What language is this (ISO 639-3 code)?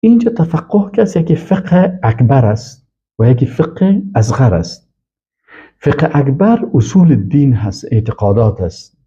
fas